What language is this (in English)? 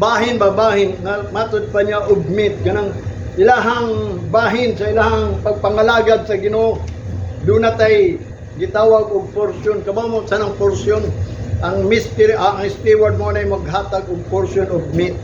Cebuano